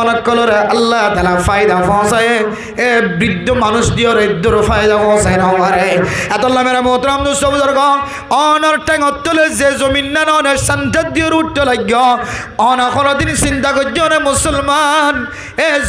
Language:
Rohingya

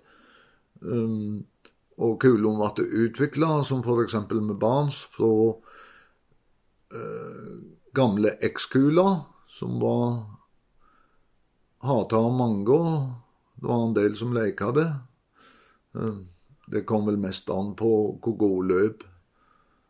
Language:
Norwegian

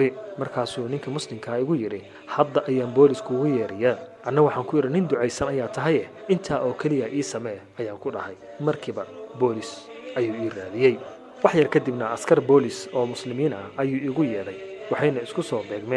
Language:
Somali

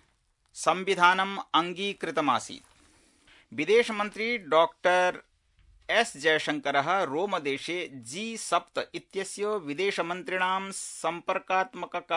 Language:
Sanskrit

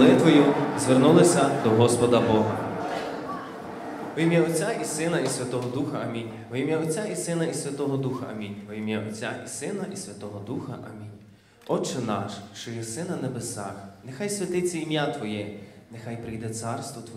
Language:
Ukrainian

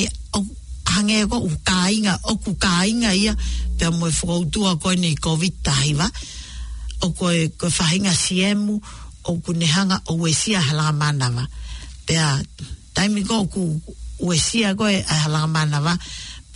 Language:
Tongan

